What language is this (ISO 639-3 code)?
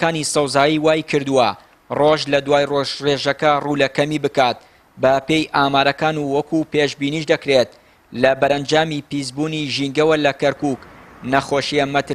ckb